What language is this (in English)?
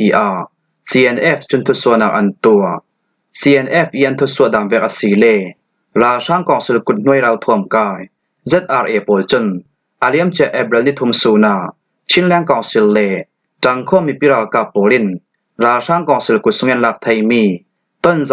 Falam Chin